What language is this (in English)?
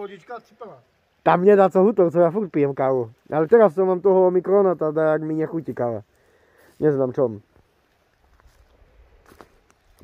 Slovak